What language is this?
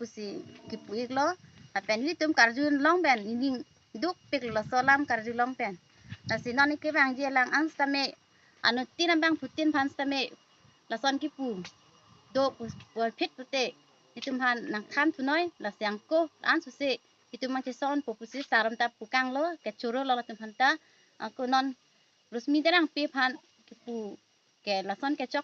Karbi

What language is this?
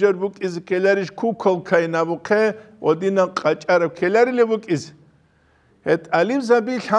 Avaric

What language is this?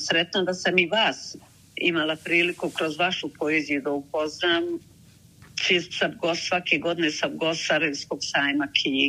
Bosnian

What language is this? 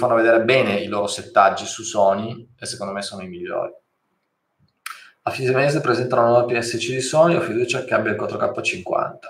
Italian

